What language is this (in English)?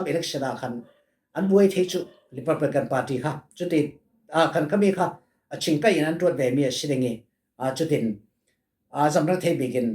Falam Chin